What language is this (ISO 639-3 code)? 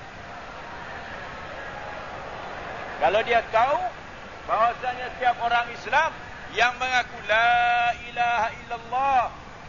msa